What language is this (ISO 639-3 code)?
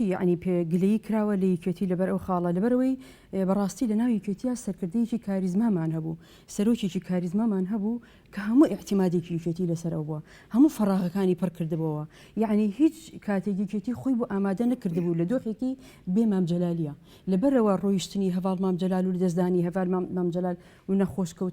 ckb